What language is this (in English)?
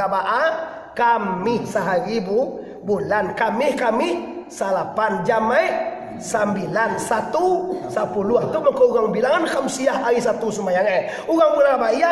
Minangkabau